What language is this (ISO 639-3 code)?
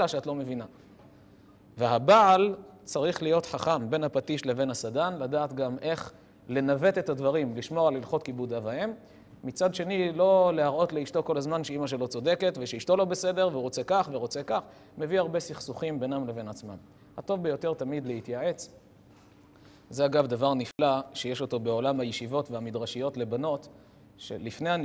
heb